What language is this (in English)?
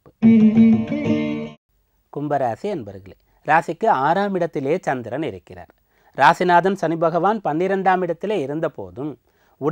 Tamil